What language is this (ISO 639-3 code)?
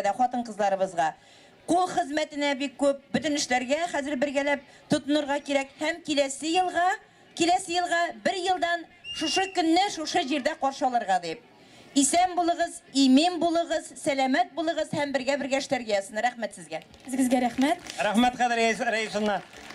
tat